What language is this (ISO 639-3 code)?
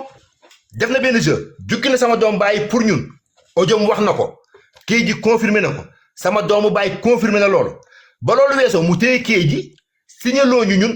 wol